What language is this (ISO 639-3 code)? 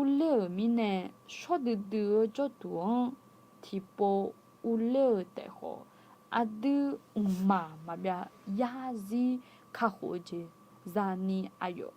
ahk